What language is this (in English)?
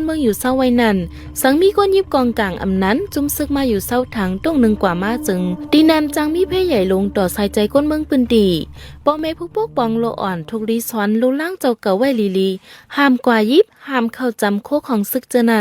Shan